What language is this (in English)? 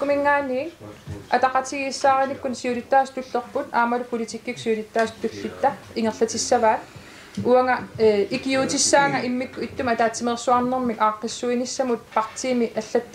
Kalaallisut